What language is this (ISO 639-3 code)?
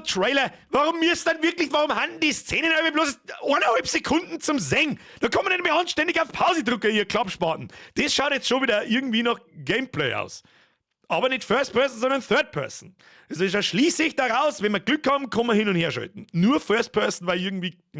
bar